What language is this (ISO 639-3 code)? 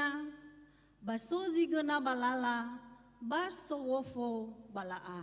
nia